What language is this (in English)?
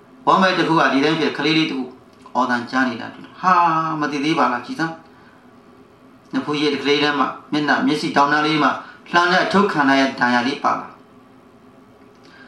Burmese